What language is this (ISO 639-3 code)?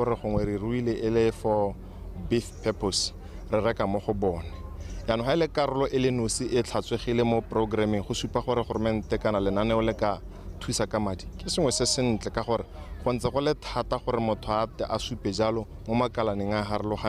tsn